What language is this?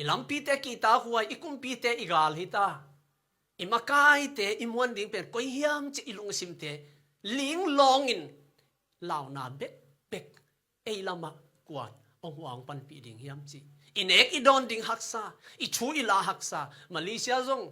Tedim Chin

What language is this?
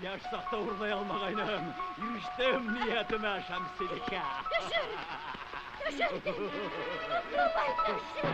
Bashkir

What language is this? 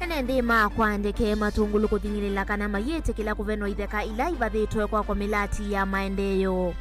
Kamba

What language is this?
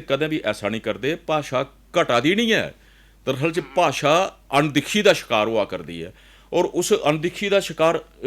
Dogri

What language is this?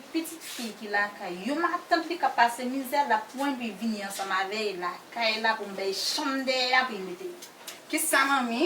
Haitian Creole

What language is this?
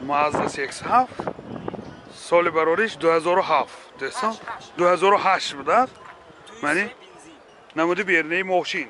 Tajik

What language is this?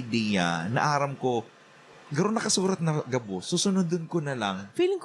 Bikol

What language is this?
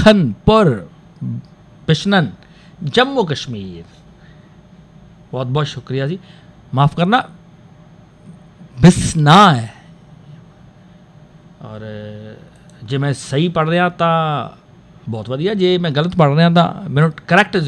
Punjabi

